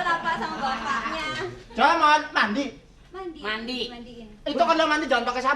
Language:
Betawi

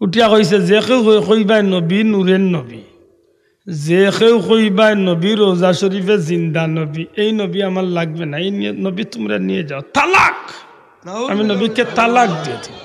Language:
Sylheti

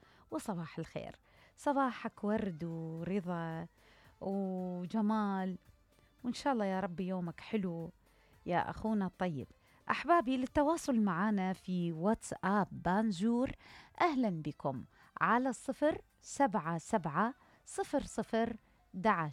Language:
Mesopotamian Arabic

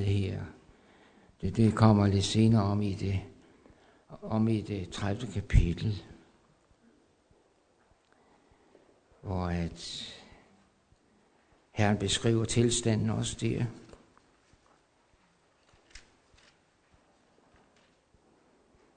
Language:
Danish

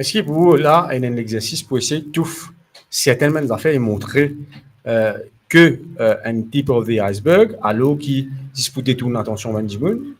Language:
Morisyen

